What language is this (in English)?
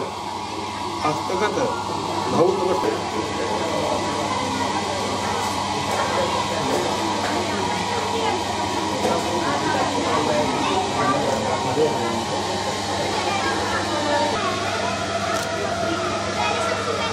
Hindi